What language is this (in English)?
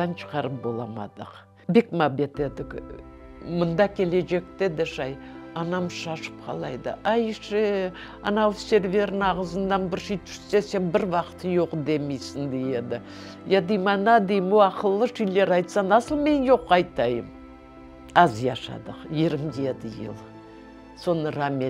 Crimean Tatar